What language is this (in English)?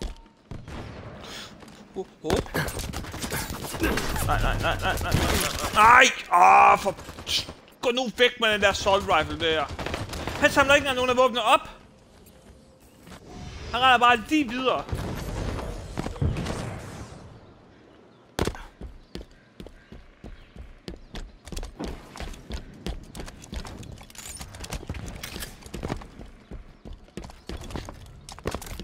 Danish